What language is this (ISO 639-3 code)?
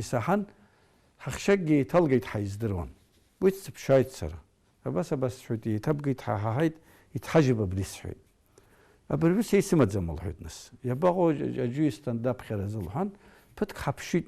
abk